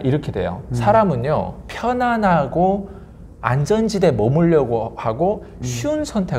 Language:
Korean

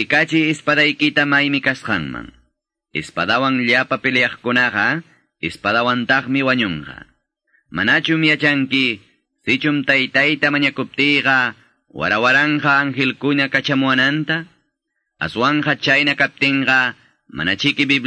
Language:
Quechua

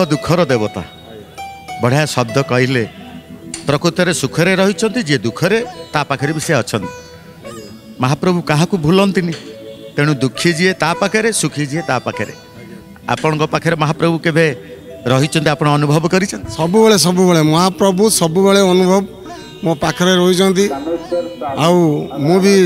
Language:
Odia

